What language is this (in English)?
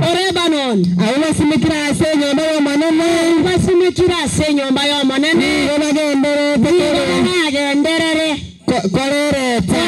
Gusii